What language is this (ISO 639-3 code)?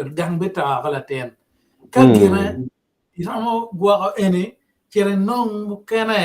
ach